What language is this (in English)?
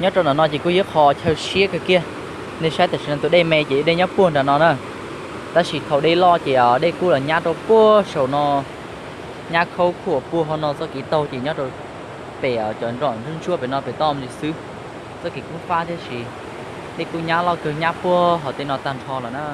Hmong